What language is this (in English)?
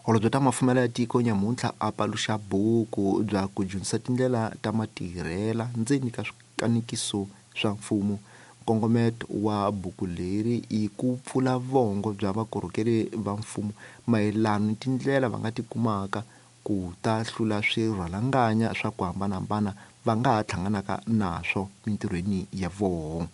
Tsonga